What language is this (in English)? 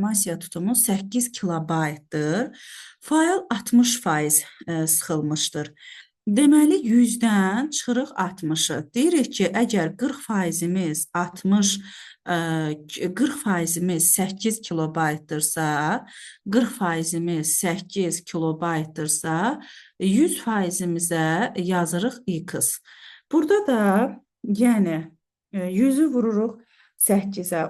Azerbaijani